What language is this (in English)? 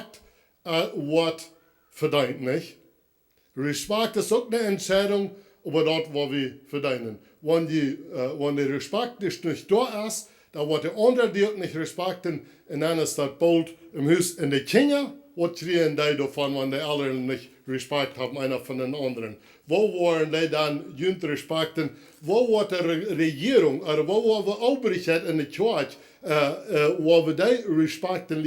Plautdietsch